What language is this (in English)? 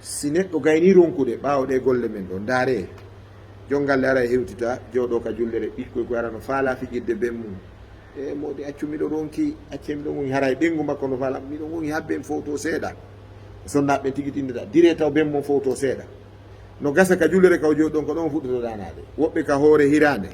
Fula